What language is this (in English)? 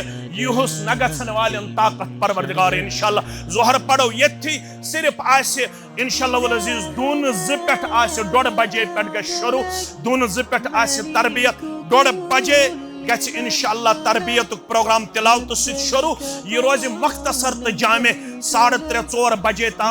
Kashmiri